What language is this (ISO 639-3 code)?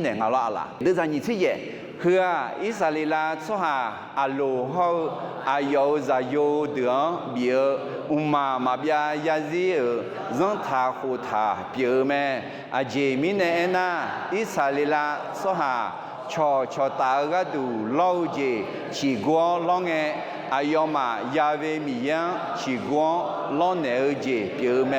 ahk